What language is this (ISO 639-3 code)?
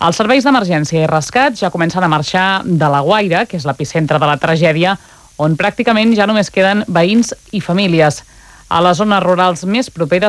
cat